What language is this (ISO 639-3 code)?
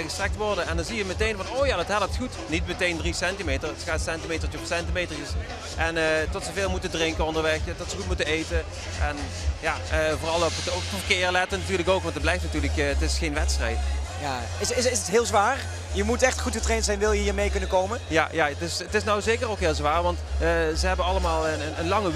nld